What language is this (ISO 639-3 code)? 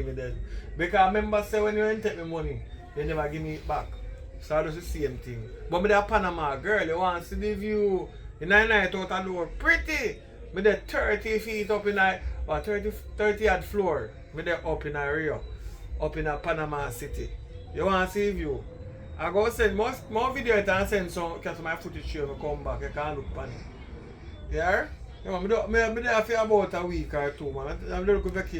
jam